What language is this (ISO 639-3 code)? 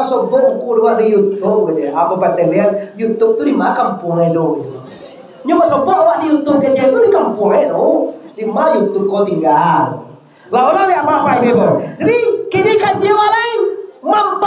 min